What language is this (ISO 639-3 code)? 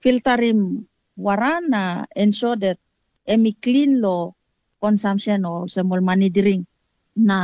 tpi